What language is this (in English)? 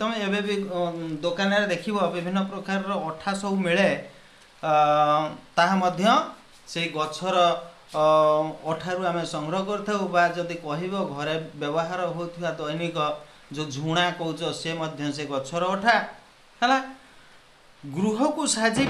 Odia